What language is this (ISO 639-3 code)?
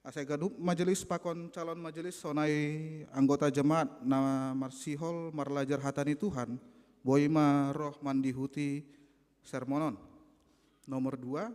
bts